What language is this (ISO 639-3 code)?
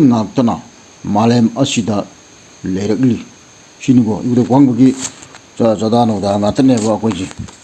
mni